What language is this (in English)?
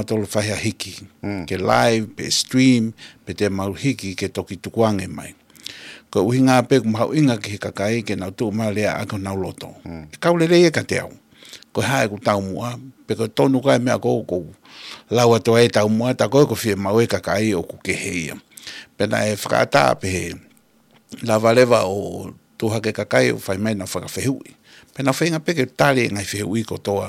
Tongan